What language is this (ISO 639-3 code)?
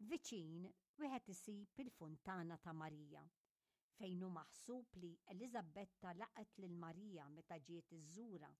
mlt